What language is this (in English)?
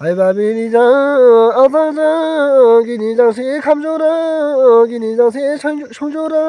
Dimasa